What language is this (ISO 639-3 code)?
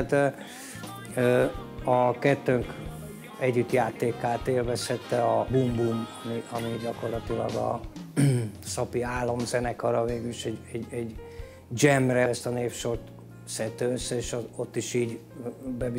hun